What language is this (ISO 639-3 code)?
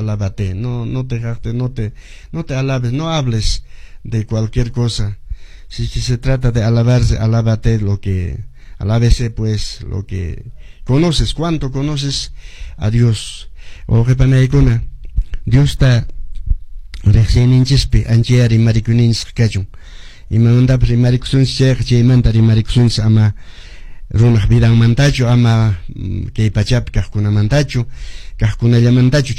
que